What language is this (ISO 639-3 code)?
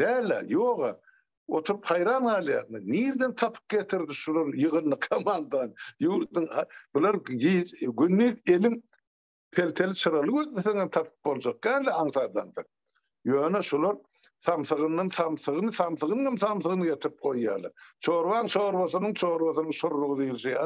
tuk